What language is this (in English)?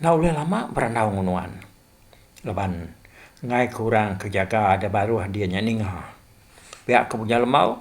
Iban